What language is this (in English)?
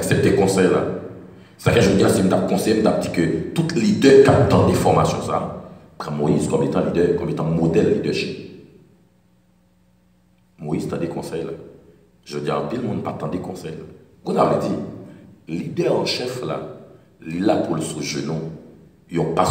French